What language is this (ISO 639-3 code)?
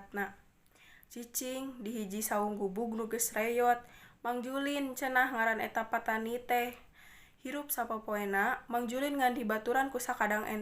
sun